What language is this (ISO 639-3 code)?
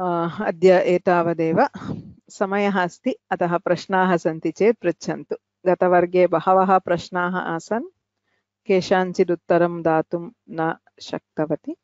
san